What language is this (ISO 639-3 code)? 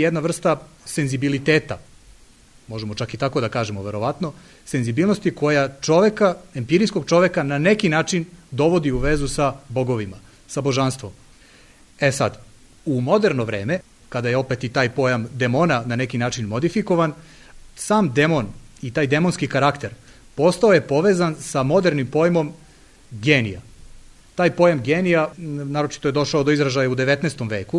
srp